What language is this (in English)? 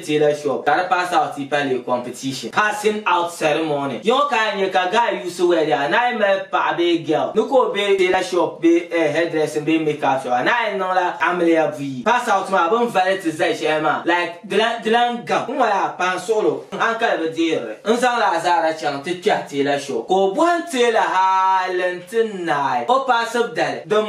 Dagbani